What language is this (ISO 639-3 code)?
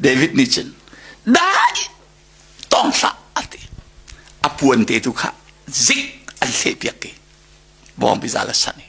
cnh